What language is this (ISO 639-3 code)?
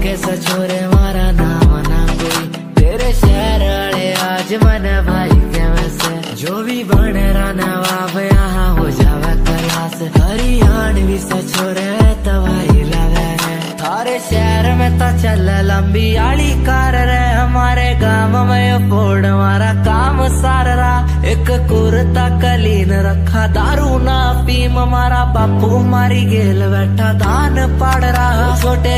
ben